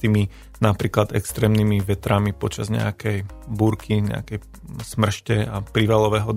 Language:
Slovak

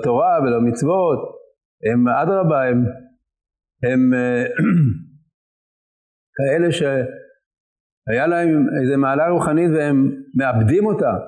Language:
Hebrew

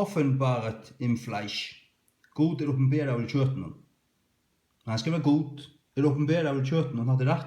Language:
Faroese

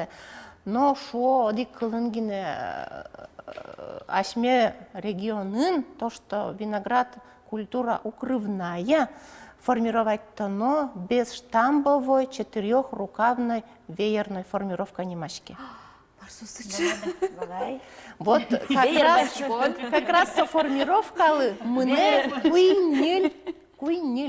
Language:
Udmurt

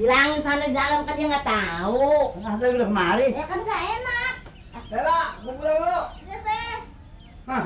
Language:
Betawi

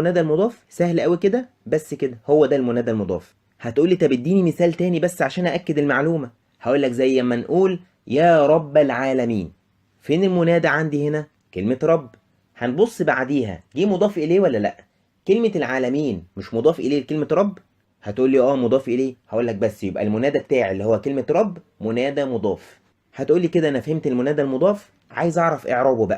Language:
Egyptian Arabic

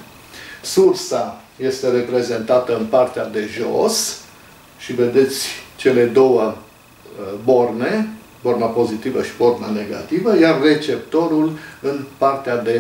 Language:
Romanian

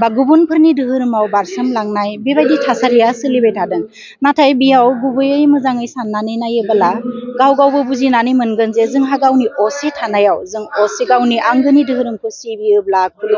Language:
Bodo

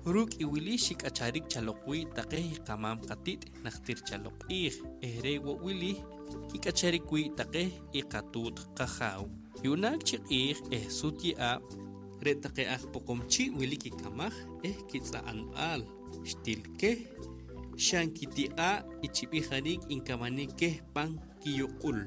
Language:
Poqomchi'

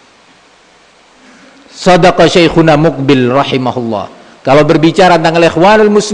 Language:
Indonesian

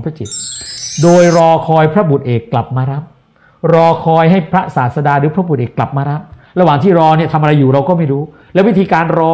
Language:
Thai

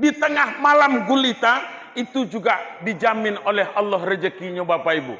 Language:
Minangkabau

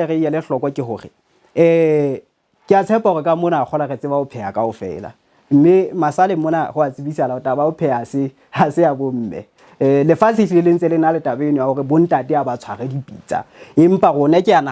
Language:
Southern Sotho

